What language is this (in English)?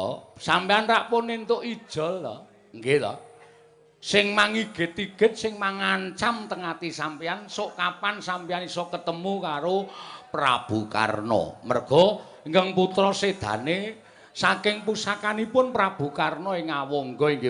Javanese